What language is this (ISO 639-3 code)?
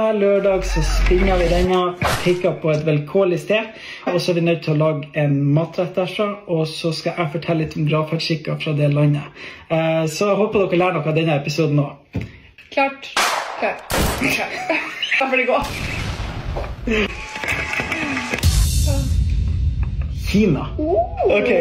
nor